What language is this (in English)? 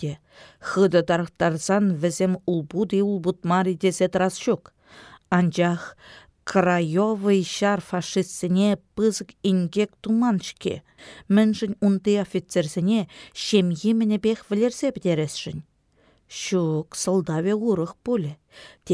Chuvash